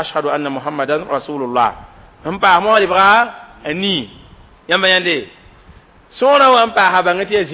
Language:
Mossi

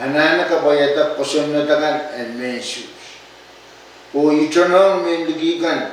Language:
Pohnpeian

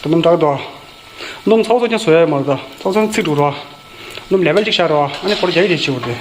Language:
Tibetan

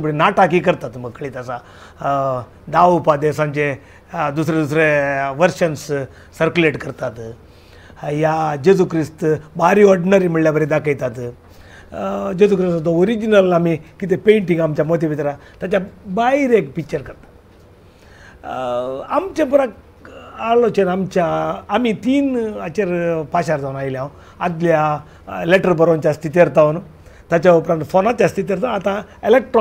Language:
Konkani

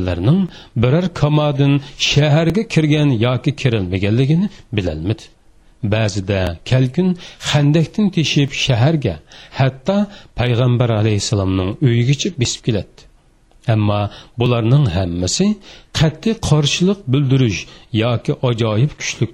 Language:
Uyghur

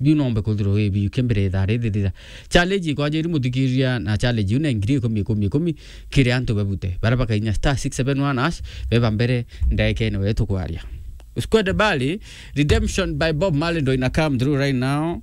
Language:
Meru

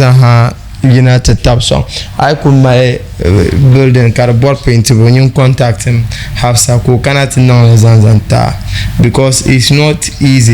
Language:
Dagbani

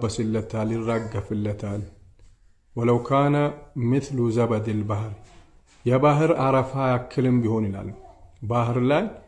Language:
Amharic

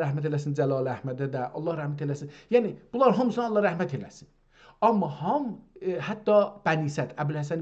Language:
South Azerbaijani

